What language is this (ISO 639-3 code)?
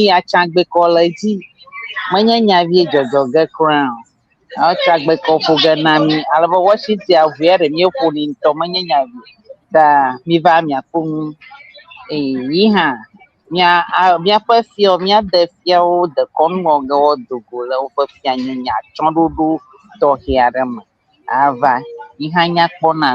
ewe